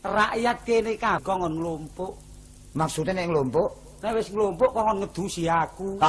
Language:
Javanese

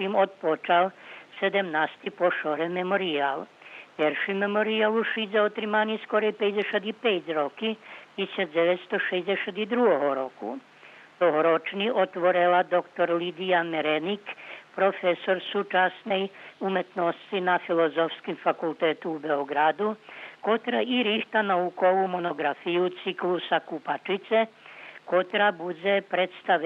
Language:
Rusyn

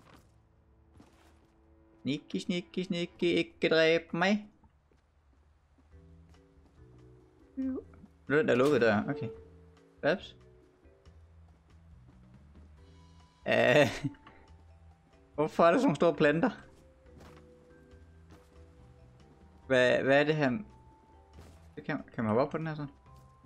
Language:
Danish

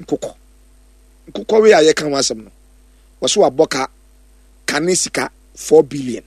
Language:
Akan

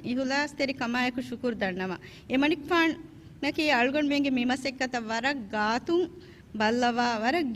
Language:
Divehi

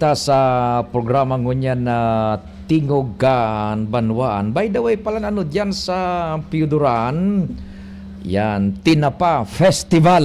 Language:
Bikol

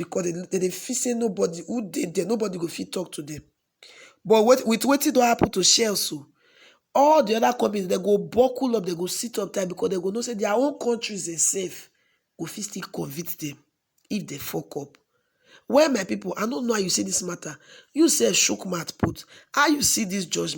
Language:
Nigerian Pidgin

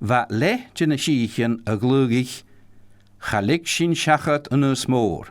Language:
Scottish Gaelic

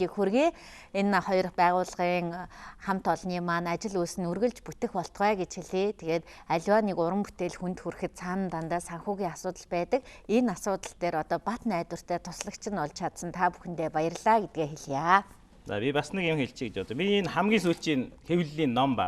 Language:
Mongolian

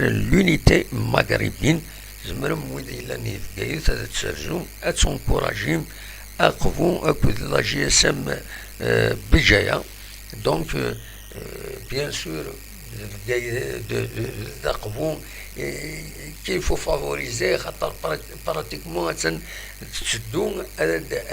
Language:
Kabyle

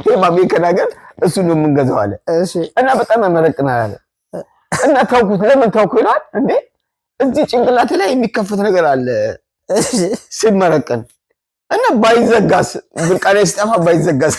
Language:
Amharic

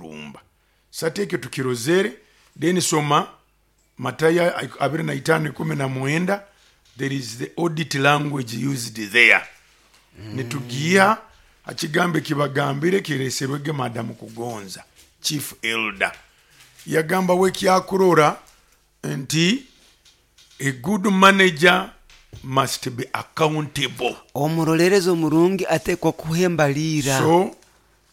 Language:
Nyoro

